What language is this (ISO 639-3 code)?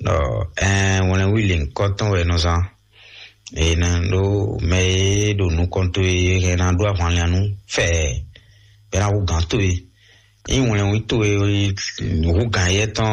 fon